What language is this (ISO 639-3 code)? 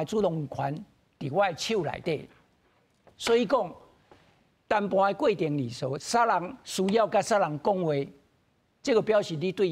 nan